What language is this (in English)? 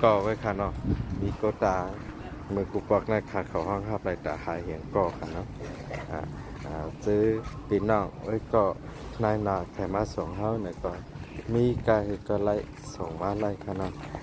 Shan